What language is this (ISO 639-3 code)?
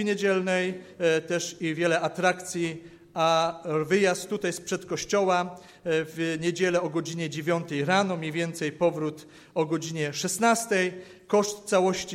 pol